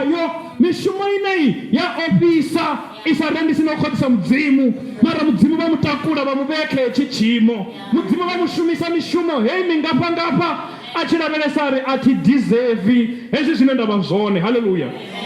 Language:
Venda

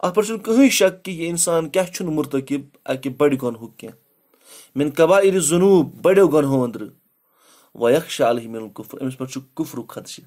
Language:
Kashmiri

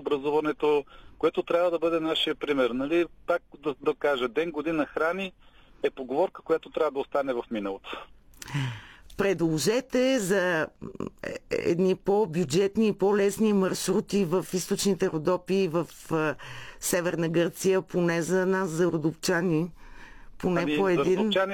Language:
Bulgarian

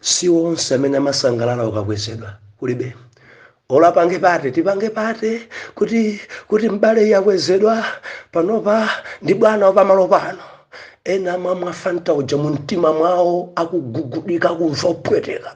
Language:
Nyanja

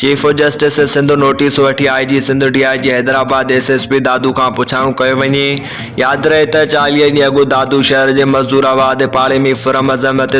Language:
Sindhi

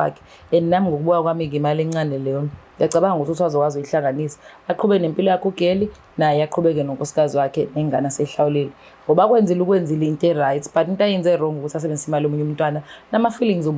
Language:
Zulu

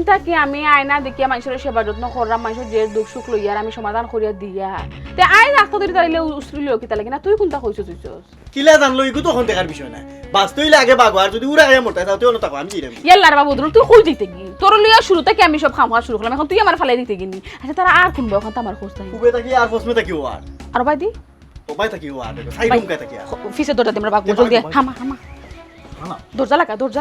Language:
Sylheti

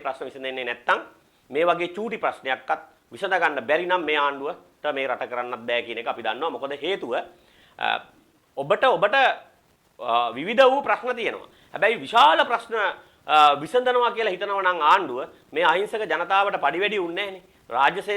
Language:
Sinhala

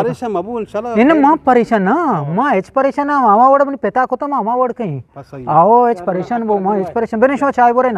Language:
Eastern Balochi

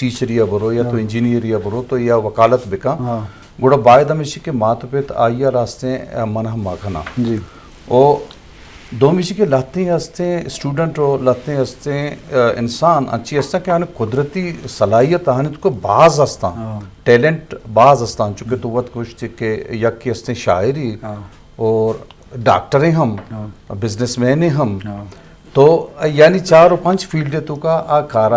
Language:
Eastern Balochi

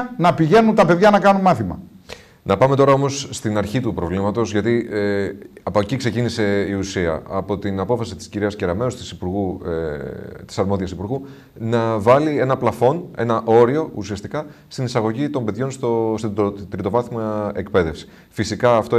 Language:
Greek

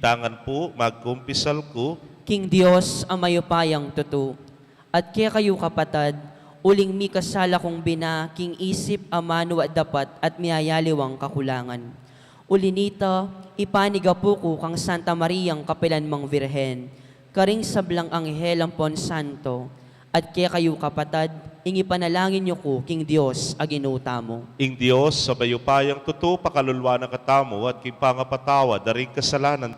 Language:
Pampanga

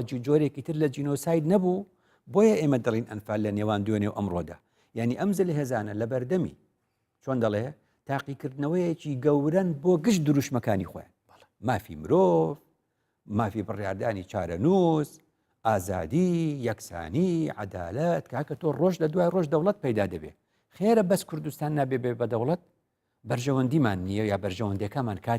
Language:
Central Kurdish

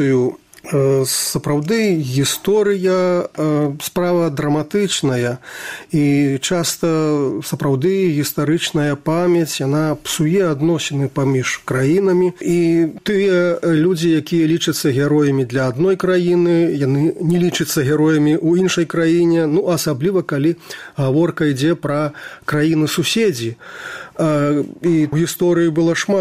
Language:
Belarusian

